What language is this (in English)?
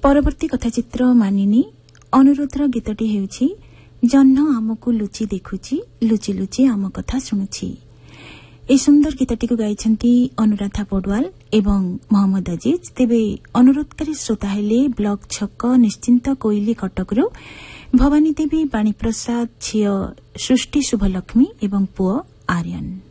Odia